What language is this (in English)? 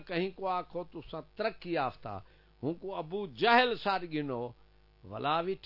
Saraiki